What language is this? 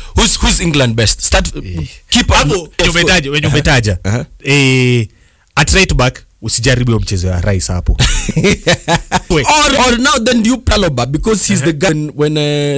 Swahili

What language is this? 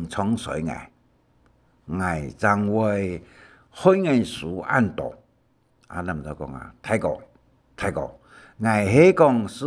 Hakka Chinese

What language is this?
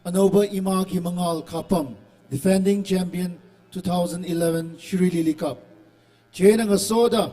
Tangkhul Naga (India)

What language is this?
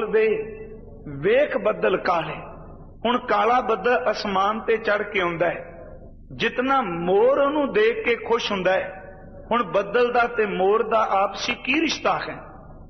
Punjabi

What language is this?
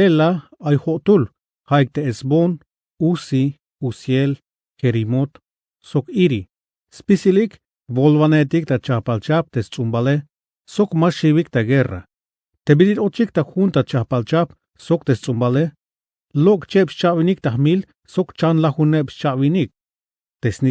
Tzeltal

